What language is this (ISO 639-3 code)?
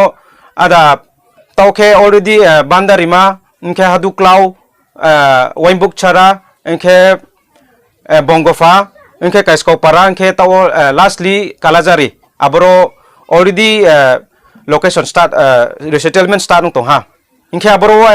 ria